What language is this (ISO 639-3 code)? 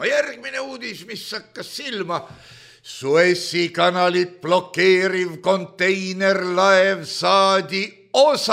est